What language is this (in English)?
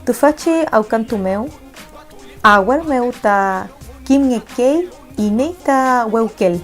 Mapuche